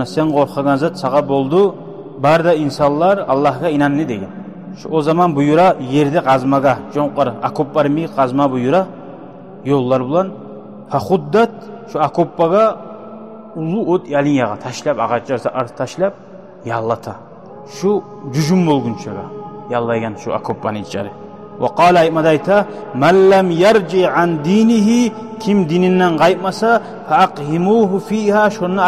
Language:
Kumyk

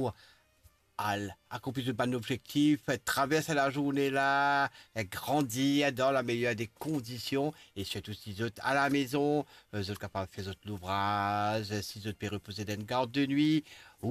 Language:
Morisyen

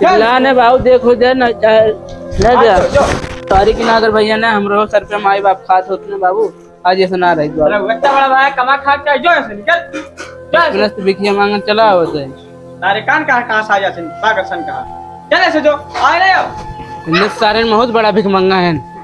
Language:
Awadhi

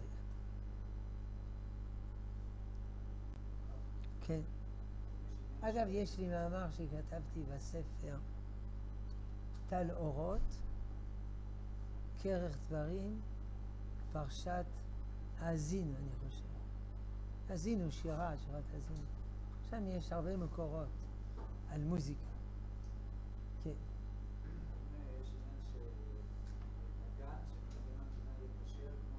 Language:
Hebrew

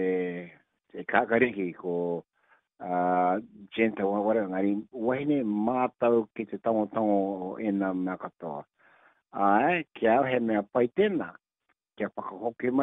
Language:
Māori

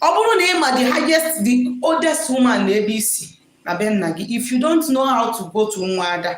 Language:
Igbo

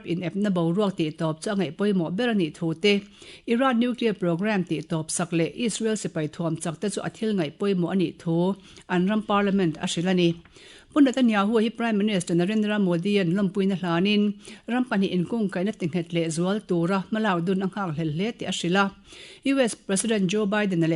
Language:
Mizo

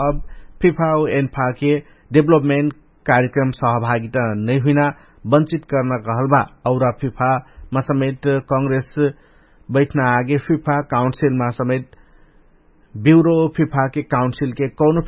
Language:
Dangaura Tharu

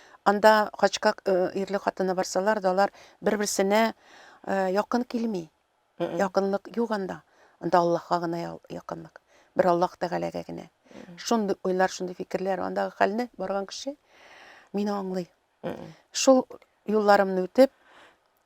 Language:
Tatar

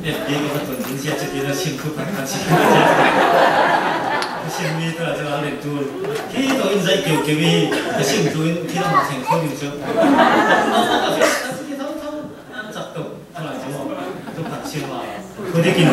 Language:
Falam Chin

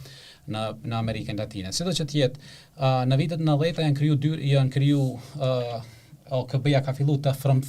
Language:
Albanian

